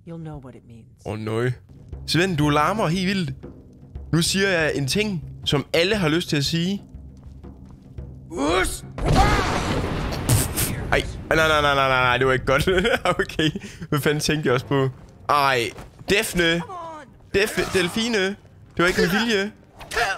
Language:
Danish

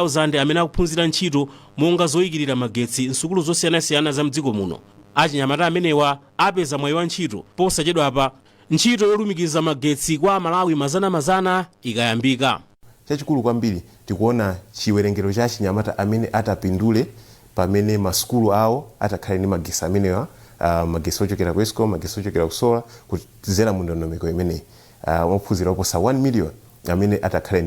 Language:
Nyanja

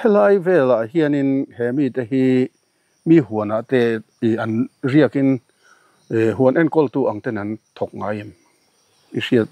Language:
Mizo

